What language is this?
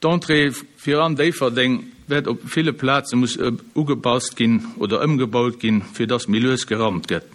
Luxembourgish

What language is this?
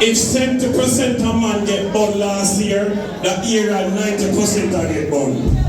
Jamaican Creole English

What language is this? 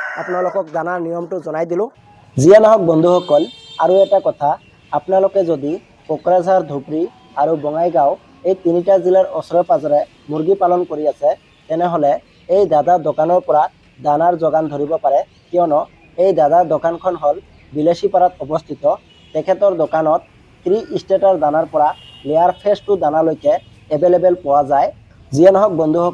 Assamese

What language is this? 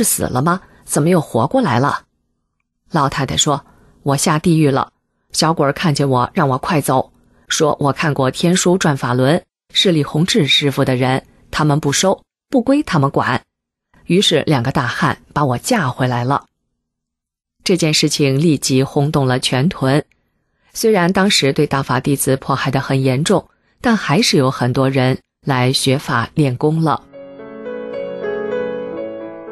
Chinese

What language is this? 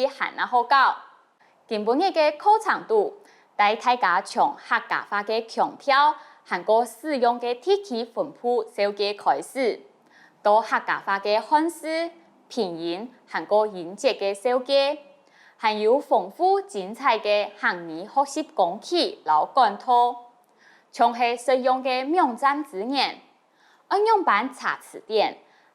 Hakka Chinese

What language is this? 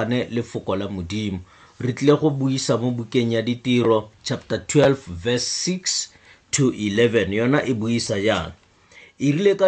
Tswana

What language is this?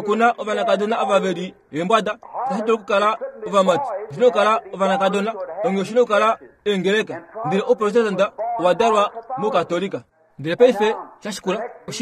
Kuanyama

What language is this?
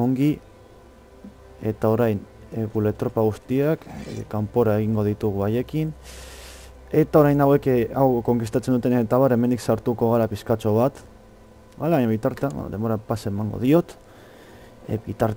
Basque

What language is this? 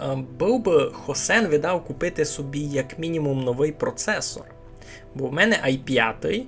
Rusyn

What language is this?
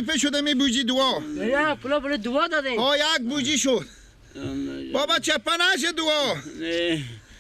Persian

